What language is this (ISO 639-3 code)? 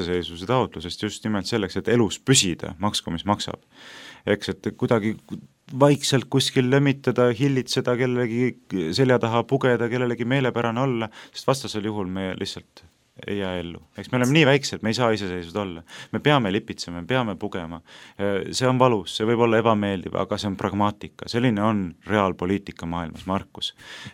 est